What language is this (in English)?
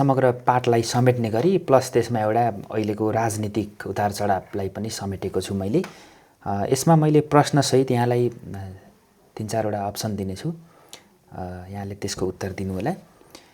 Nepali